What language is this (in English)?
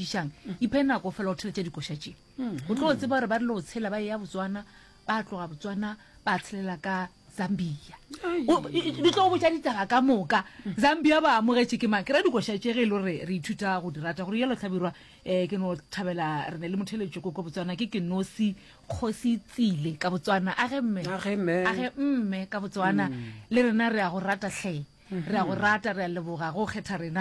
Northern Sotho